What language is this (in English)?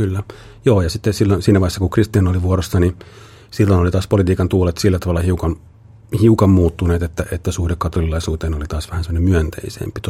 Finnish